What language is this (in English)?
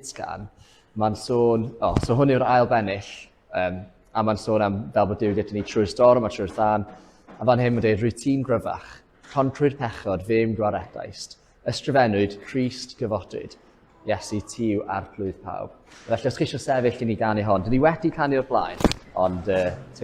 Welsh